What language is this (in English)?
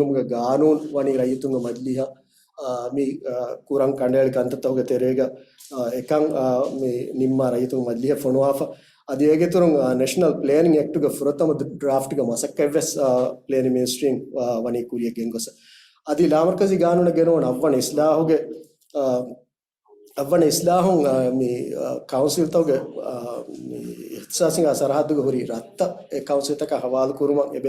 Divehi